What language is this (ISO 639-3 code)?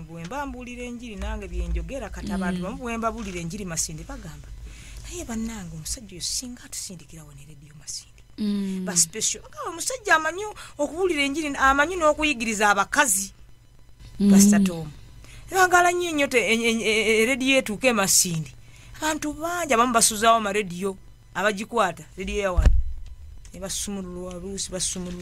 lug